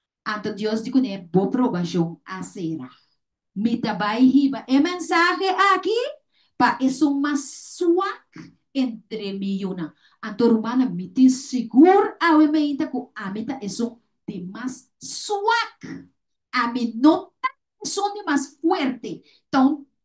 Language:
Papiamento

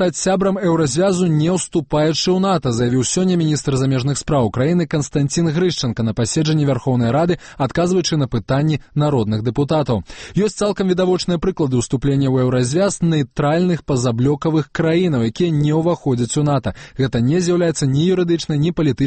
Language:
Belarusian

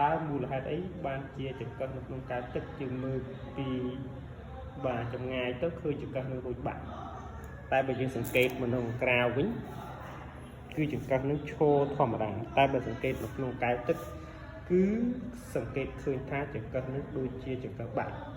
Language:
Khmer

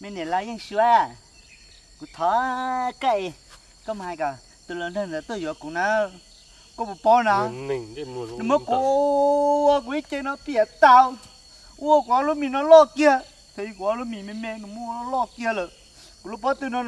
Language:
Hmong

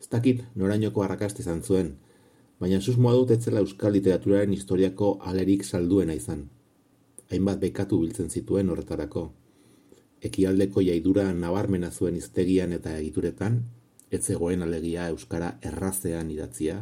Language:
Basque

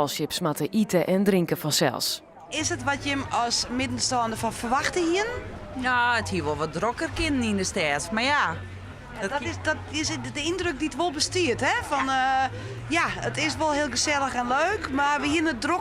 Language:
Western Frisian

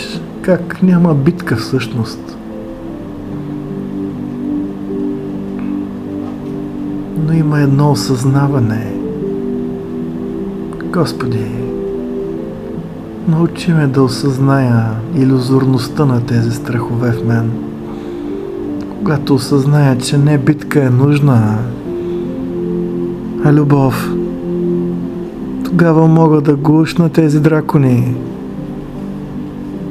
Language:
Bulgarian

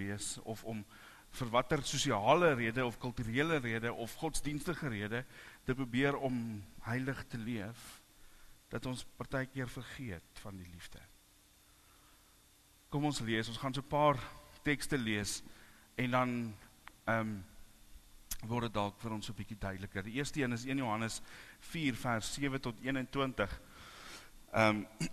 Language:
Afrikaans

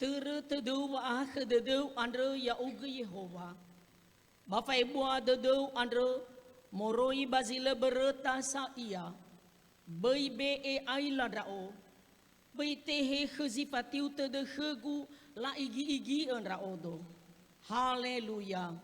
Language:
Nias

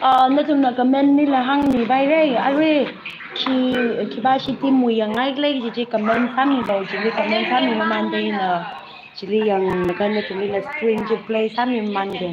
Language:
Tangkhul Naga (India)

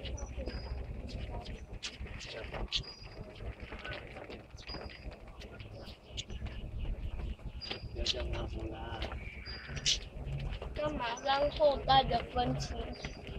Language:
Chinese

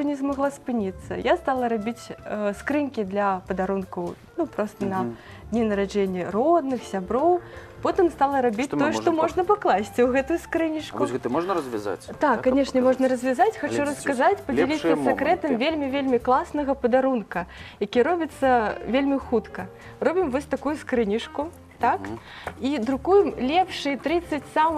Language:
Belarusian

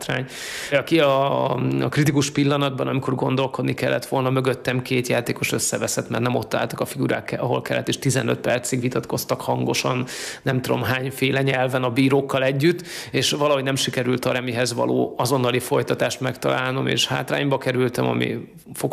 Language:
Hungarian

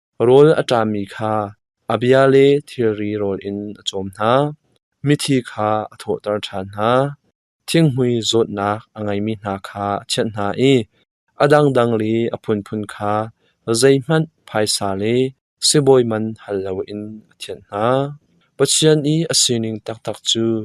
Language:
Hakha Chin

